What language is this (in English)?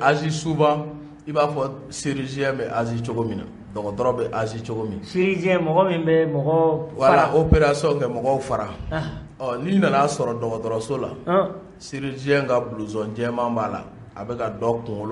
Bambara